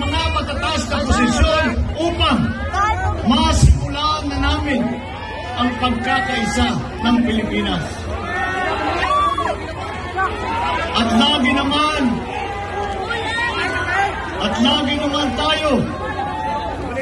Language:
Filipino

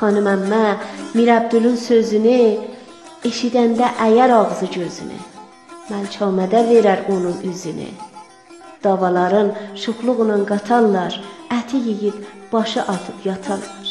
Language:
South Azerbaijani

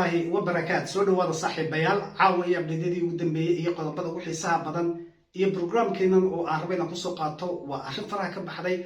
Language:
Somali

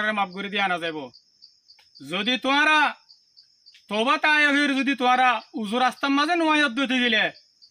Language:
Rohingya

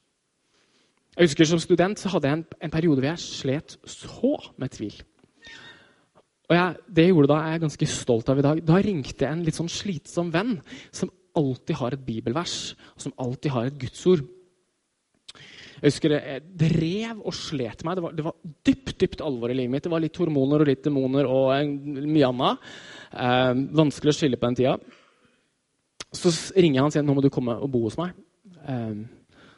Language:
Norwegian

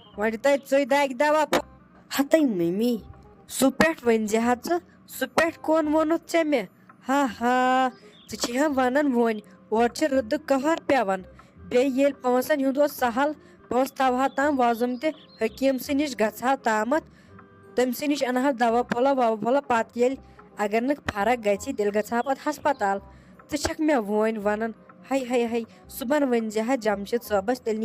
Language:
Kashmiri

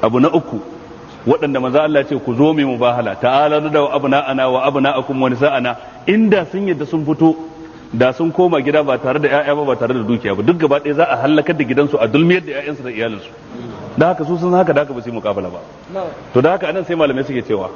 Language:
Hausa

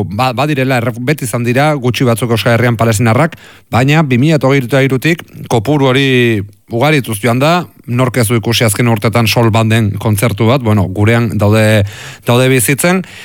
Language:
Basque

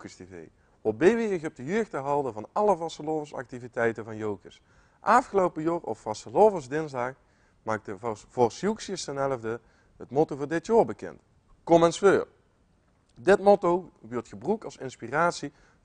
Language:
Limburgish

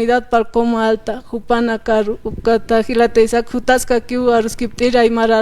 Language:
Aymara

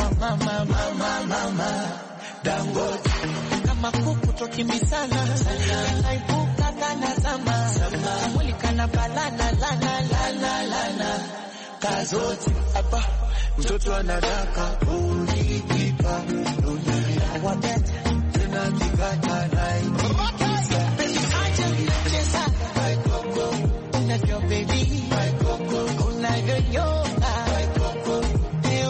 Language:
Swahili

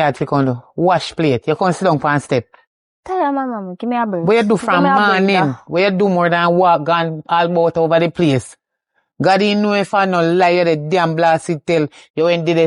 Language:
Jamaican Creole English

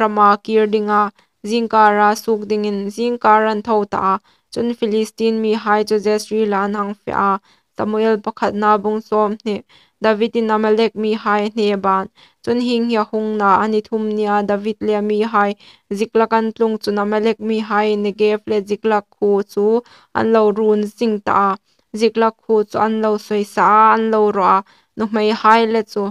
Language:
Hmar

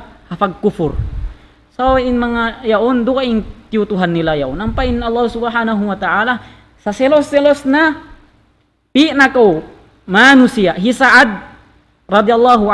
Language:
Tausug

